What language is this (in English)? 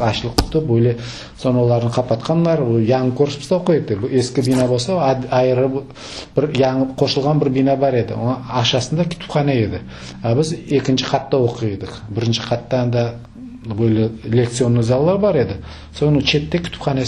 Crimean Tatar